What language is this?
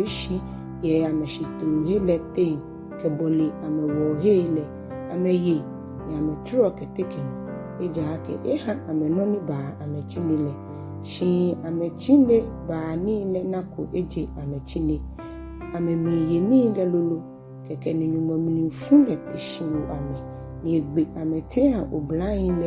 Ga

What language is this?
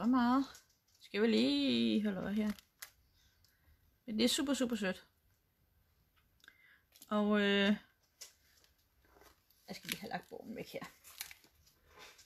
Danish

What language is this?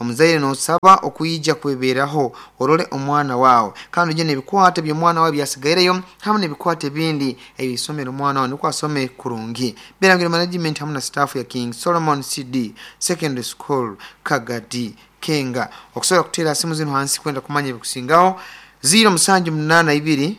Nyoro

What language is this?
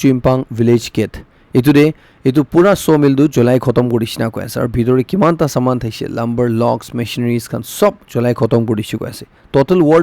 Naga Pidgin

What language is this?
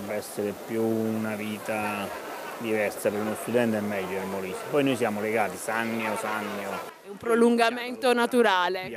Italian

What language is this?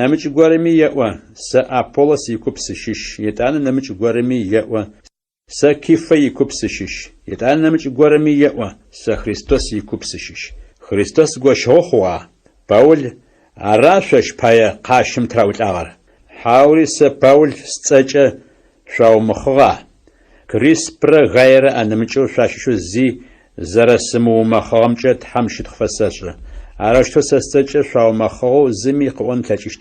Adyghe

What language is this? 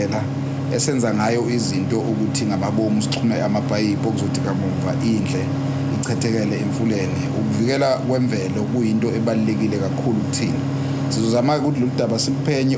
Zulu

